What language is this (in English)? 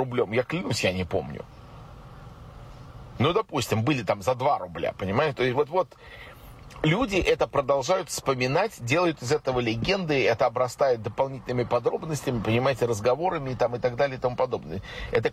Russian